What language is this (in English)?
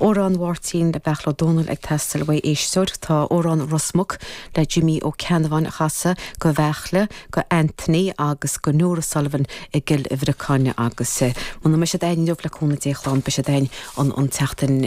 Irish